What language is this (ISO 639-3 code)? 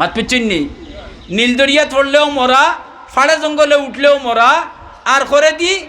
syl